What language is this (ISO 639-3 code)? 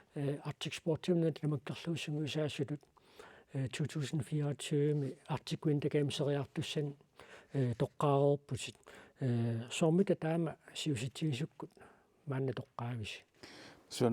kal